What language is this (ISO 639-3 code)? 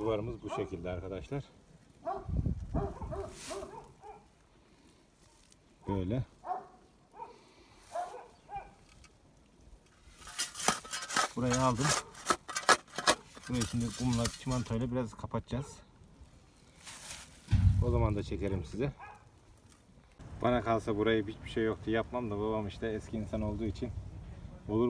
tur